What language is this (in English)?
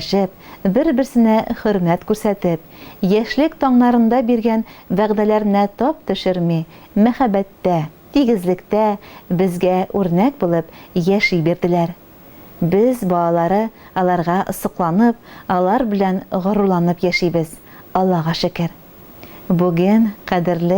Tatar